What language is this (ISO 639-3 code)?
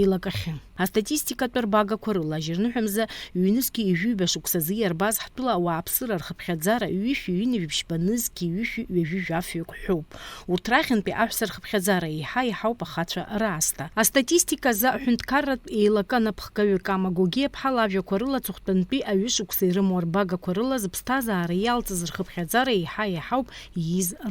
abk